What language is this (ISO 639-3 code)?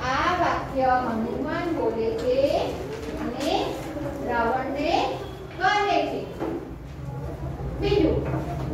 guj